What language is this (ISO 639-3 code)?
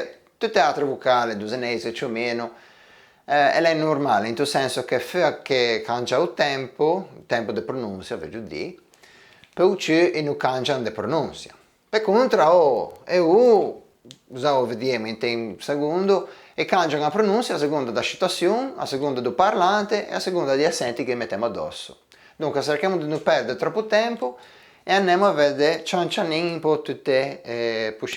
lij